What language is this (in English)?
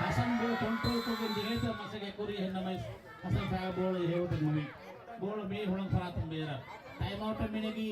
Divehi